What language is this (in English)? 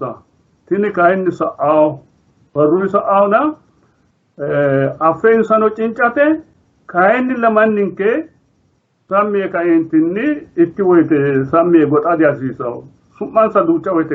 Sidamo